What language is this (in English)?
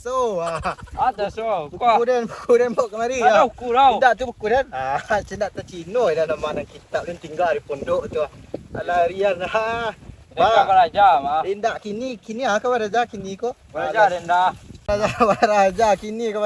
Minangkabau